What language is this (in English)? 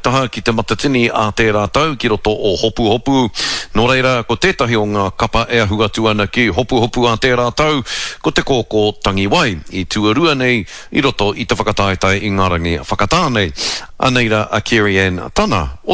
Māori